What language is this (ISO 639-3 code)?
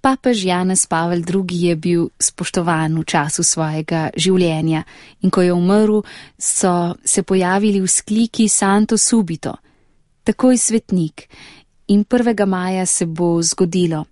slv